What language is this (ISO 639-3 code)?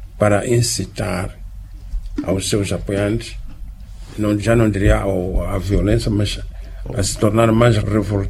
por